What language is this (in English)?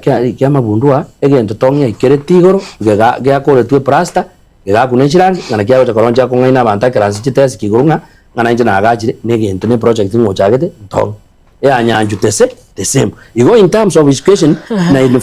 Gusii